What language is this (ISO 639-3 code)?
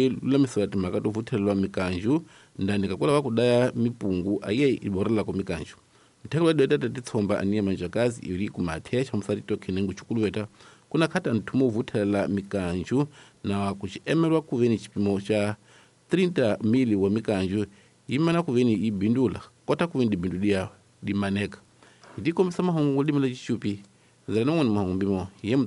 tso